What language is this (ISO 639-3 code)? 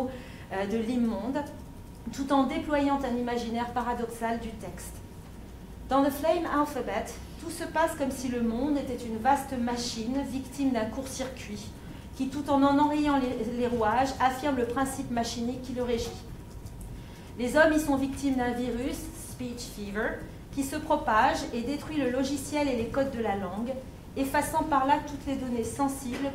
fra